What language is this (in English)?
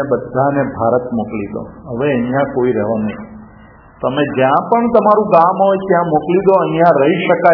Gujarati